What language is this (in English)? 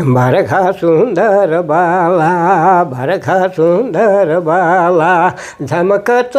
Sadri